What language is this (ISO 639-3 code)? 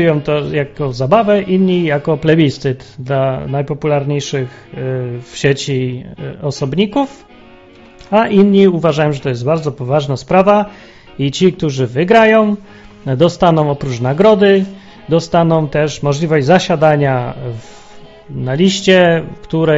pol